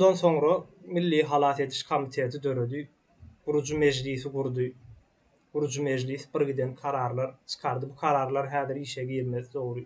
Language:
Turkmen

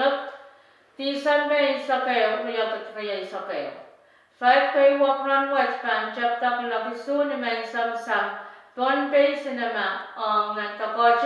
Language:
Pohnpeian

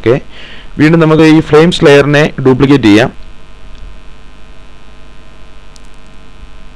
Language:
Malayalam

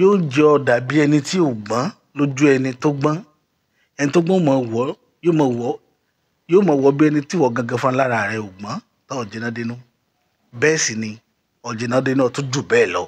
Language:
Yoruba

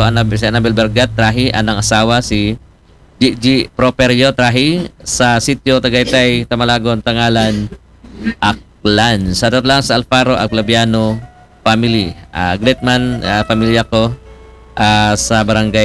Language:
Aklanon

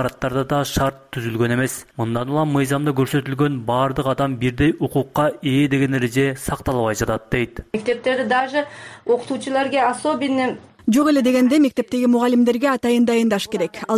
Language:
Kyrgyz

